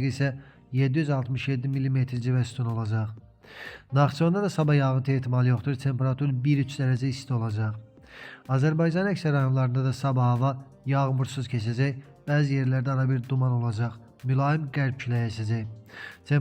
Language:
Azerbaijani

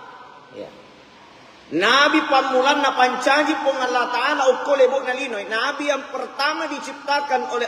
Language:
Buginese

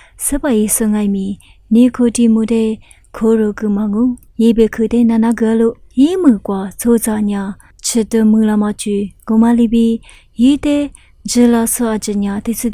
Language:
Lisu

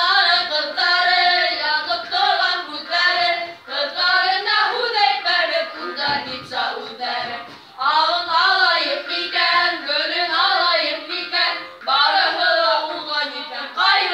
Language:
Bashkir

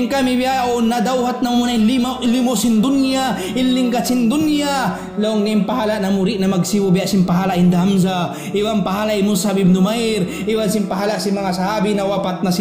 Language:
Tausug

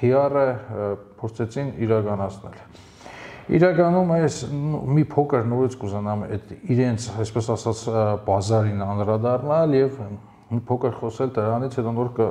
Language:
Armenian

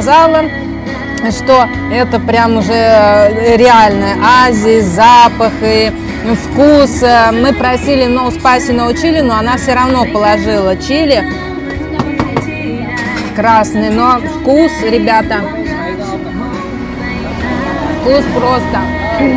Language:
Russian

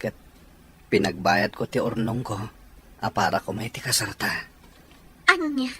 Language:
Iloko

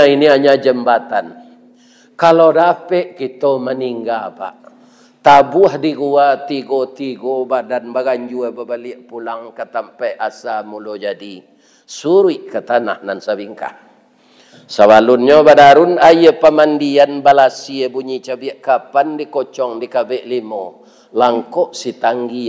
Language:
Minangkabau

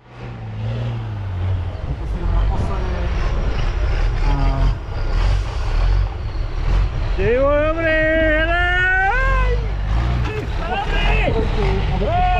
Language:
Czech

